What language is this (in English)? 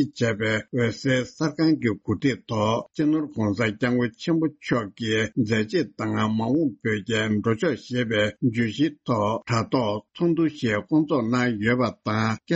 Tibetan